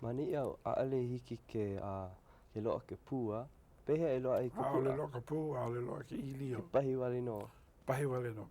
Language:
Hawaiian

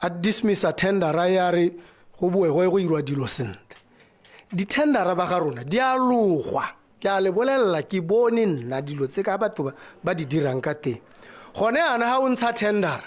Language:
Tswana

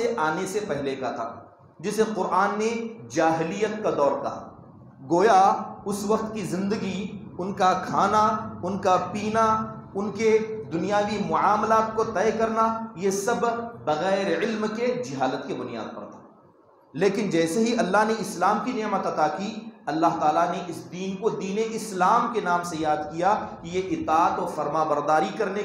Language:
Urdu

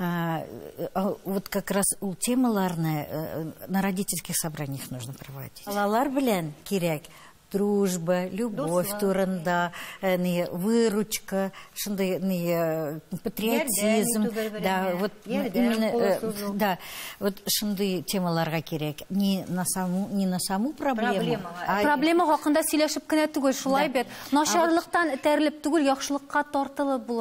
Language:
Tatar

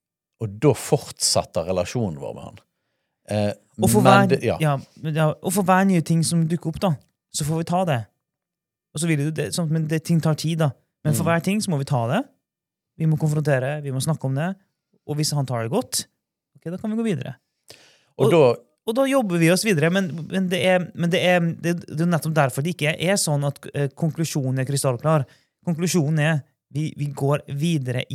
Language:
Norwegian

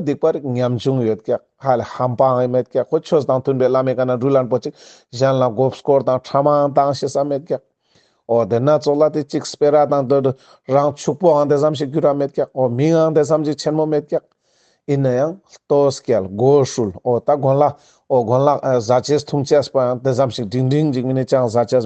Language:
Ladakhi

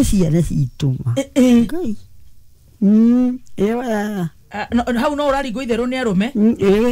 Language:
Kikuyu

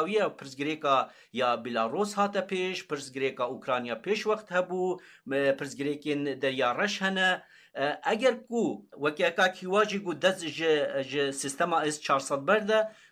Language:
Kurdish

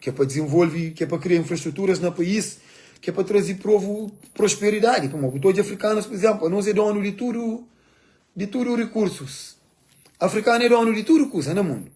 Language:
Kabuverdianu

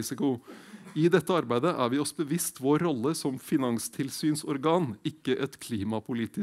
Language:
Norwegian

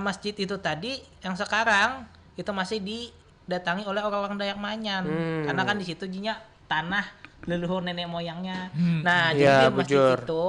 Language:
Banjar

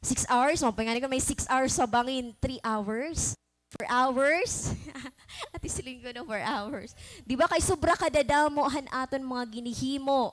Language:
Waray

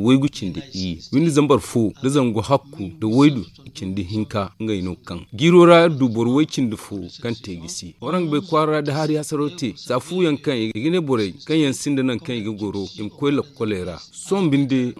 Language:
Zarma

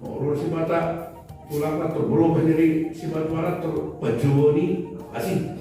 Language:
Batak Toba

